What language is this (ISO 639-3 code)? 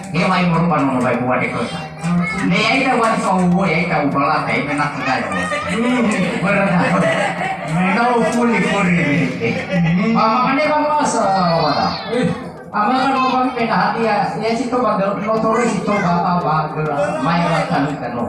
nia